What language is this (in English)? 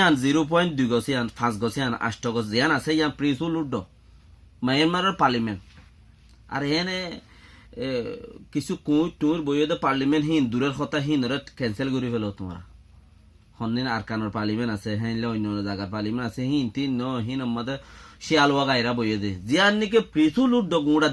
Rohingya